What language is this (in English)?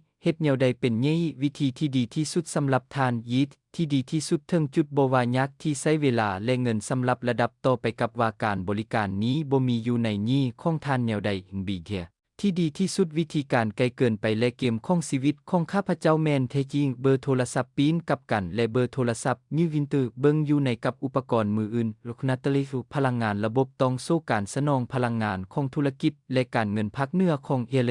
Lao